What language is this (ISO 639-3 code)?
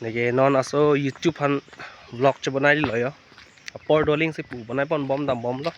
mjw